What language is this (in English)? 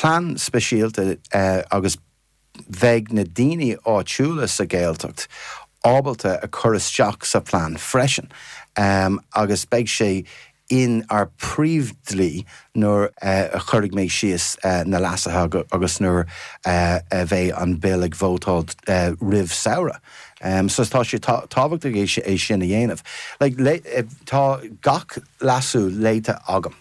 Irish